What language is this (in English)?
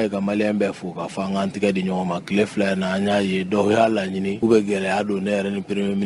Bambara